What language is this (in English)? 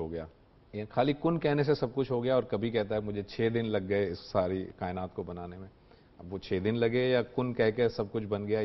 Urdu